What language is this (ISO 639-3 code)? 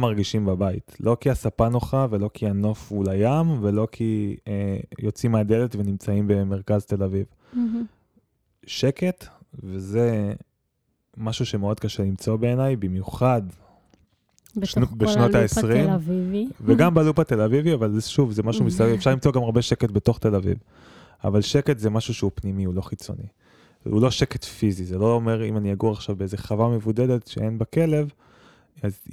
heb